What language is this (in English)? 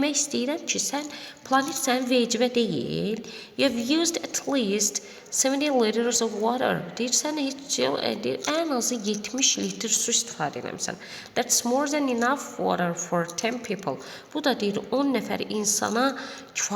Azerbaijani